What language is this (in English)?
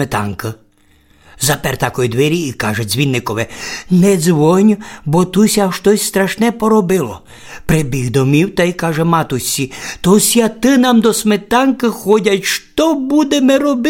Rusyn